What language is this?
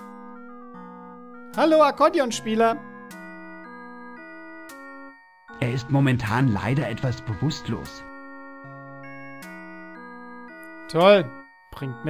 German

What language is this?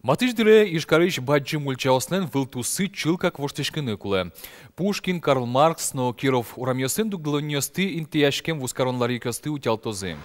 Udmurt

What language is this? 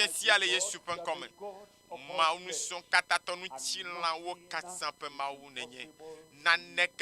Ewe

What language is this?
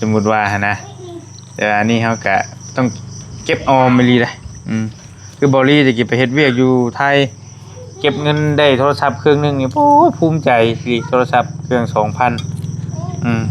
Northeastern Thai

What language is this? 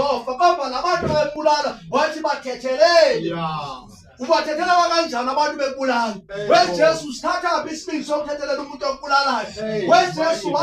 Zulu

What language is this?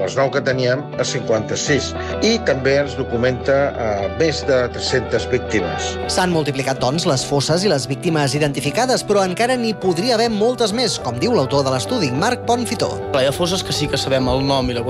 Catalan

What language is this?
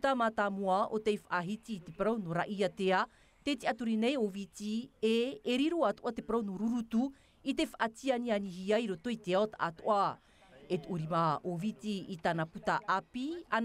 Tahitian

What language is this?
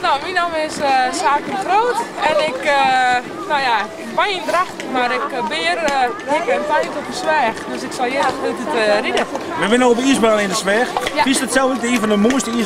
Western Frisian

